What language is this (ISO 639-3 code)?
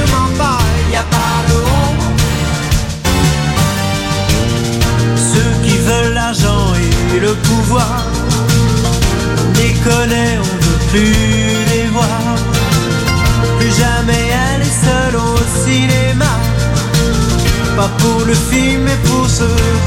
fra